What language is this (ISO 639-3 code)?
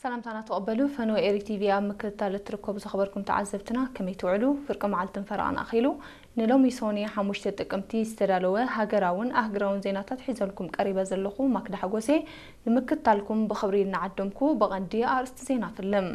tir